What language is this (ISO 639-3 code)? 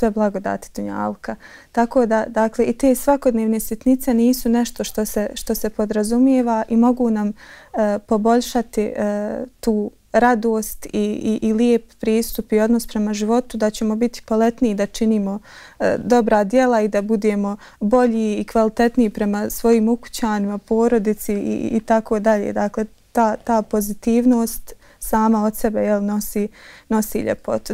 bos